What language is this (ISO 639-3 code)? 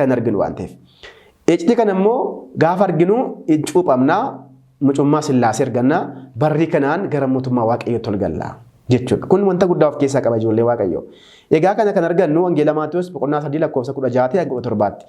orm